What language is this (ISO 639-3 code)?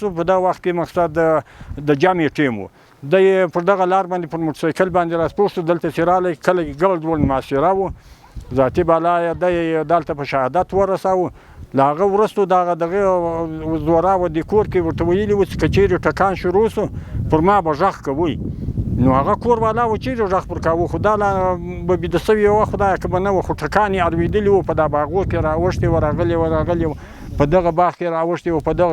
pus